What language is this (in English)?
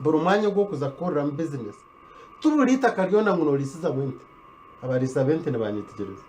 Nyankole